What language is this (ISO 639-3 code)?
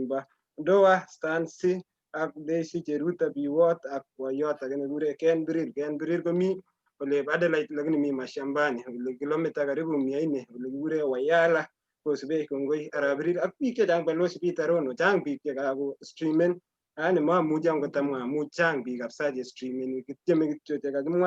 kln